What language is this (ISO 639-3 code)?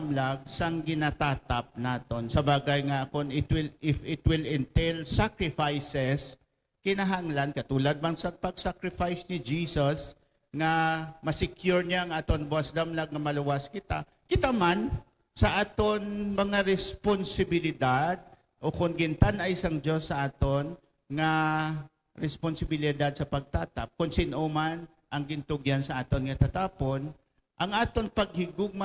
hil